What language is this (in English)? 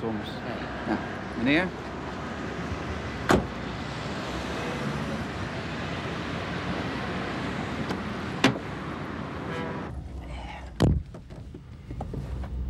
Dutch